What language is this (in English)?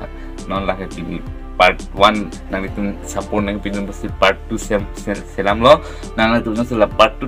Karbi